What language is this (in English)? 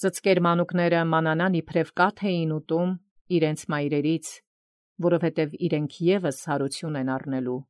Armenian